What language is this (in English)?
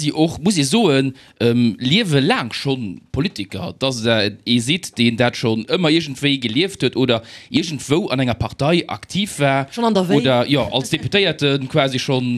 Luxembourgish